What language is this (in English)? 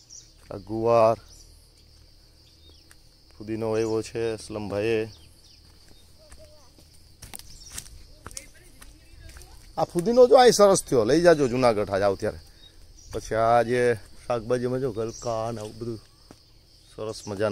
Gujarati